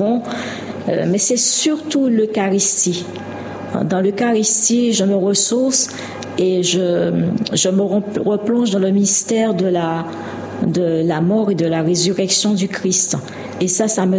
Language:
French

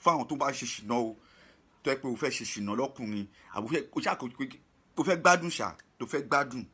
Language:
Yoruba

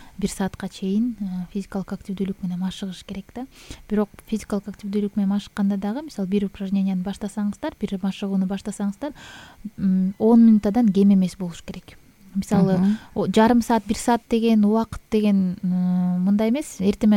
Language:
Kyrgyz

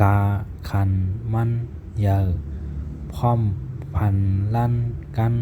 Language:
Shan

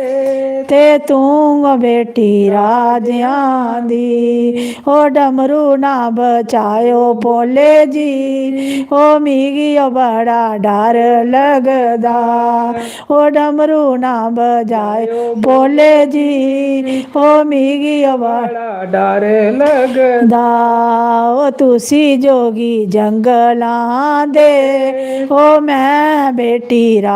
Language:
Dogri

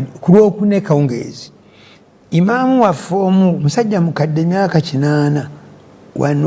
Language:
Ganda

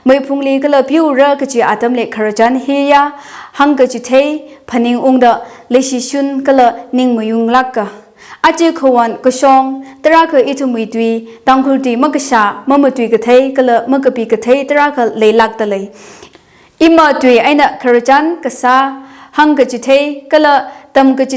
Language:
Tangkhul Naga (India)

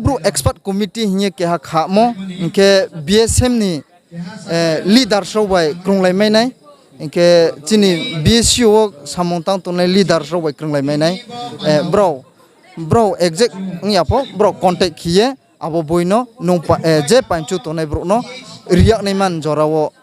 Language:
Riang (India)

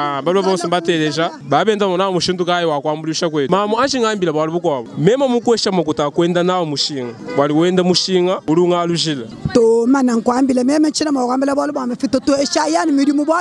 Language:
Luba-Lulua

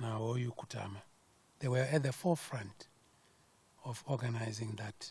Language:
Venda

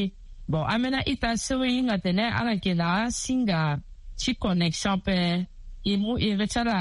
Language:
Sango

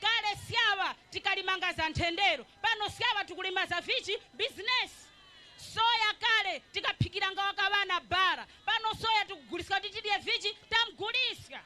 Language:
Nyanja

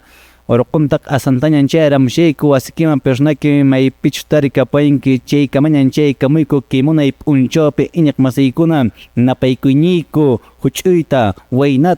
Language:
Quechua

